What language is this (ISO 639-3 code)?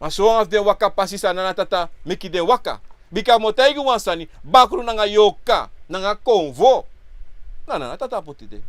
srn